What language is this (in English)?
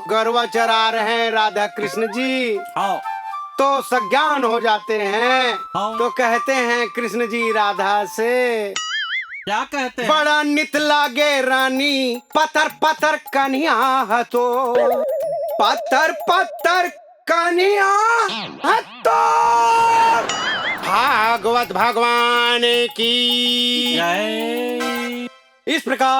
Chhattisgarhi